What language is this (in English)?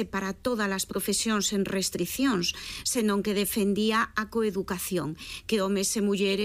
Galician